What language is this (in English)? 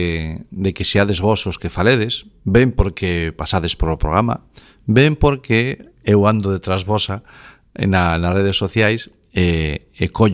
Galician